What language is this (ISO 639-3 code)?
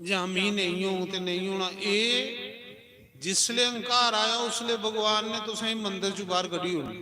doi